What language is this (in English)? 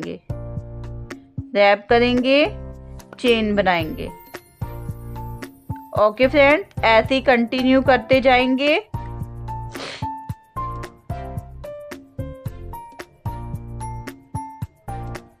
Hindi